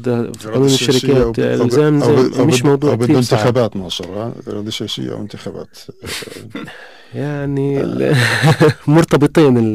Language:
North Levantine Arabic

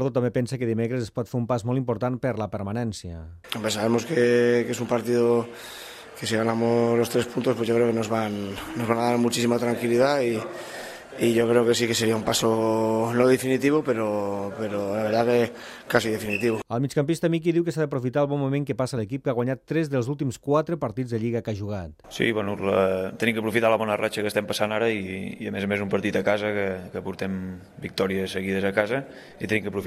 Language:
Catalan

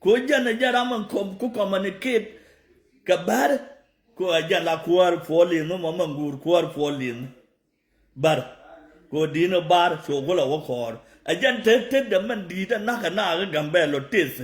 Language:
Nuer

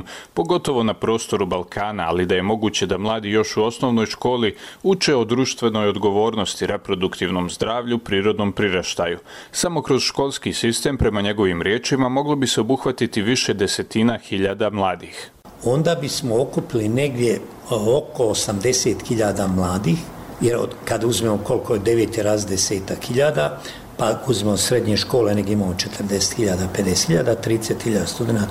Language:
Bosnian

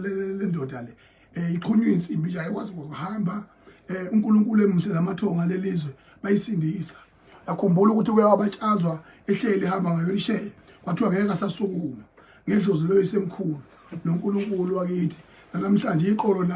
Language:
Zulu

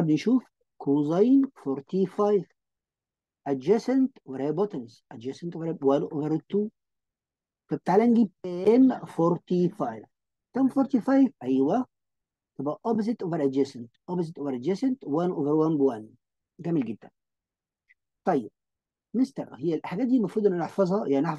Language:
Egyptian Arabic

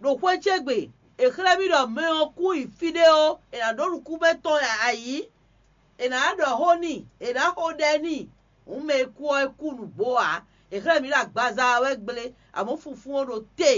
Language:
Fon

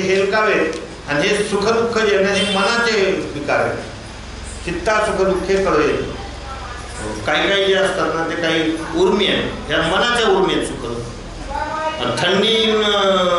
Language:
Marathi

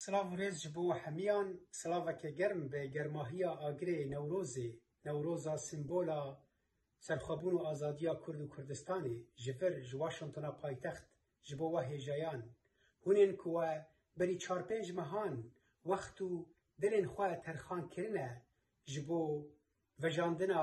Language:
Kurdish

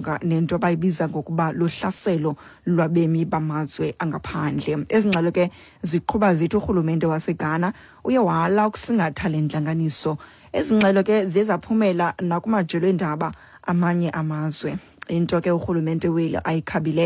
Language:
Xhosa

